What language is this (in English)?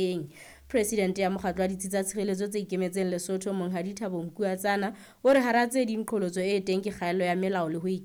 Southern Sotho